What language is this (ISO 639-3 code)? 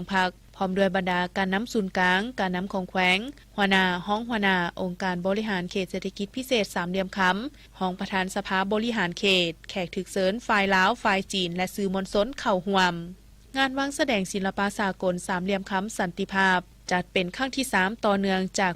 lao